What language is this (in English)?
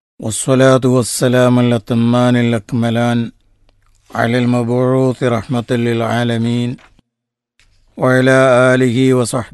Malayalam